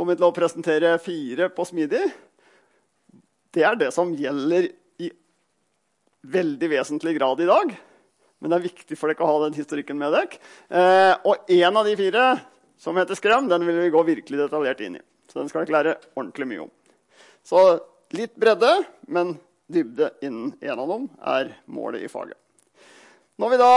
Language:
Norwegian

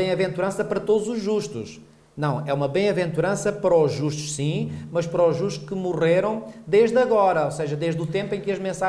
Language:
Portuguese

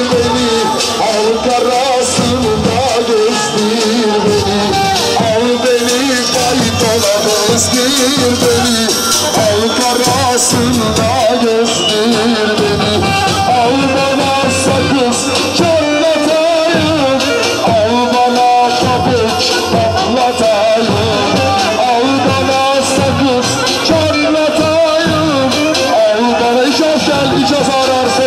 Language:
Turkish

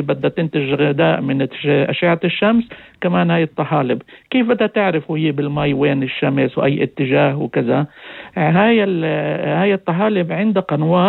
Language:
North Levantine Arabic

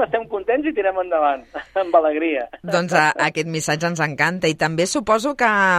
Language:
Catalan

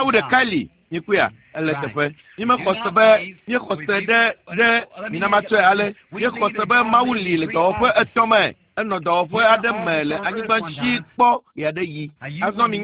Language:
Ewe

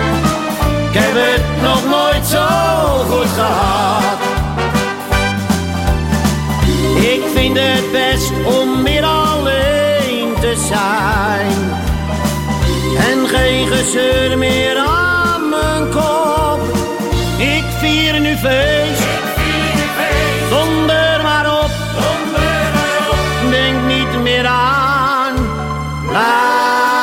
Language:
Dutch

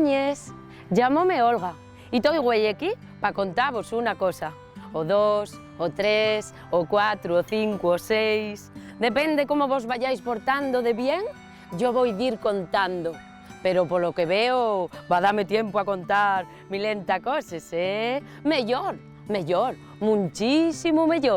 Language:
Asturian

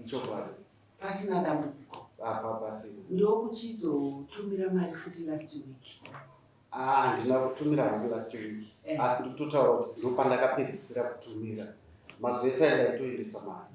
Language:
Shona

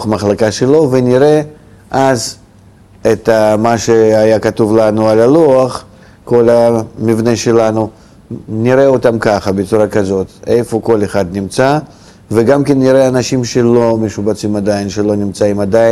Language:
Hebrew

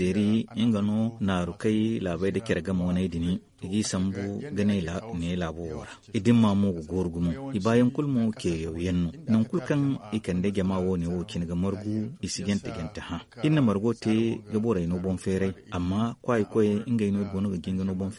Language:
Zarma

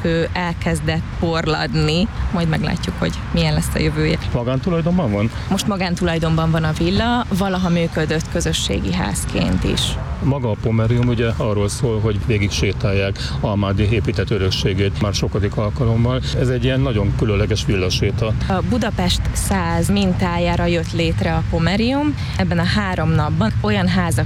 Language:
Hungarian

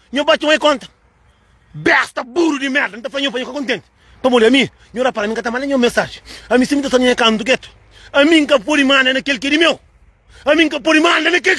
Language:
Kabuverdianu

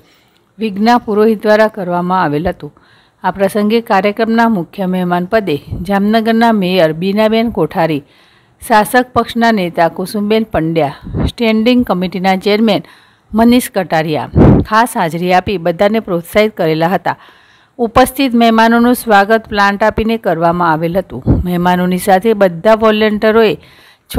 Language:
Gujarati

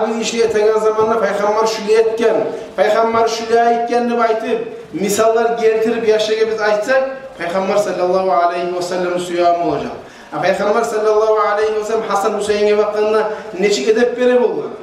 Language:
Kumyk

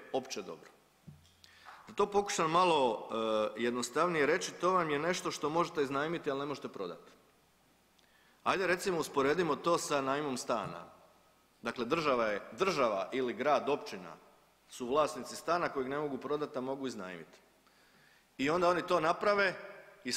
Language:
Croatian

